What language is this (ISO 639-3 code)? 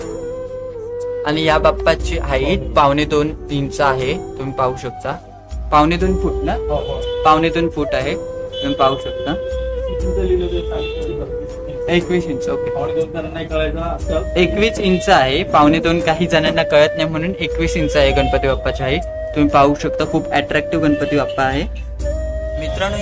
mar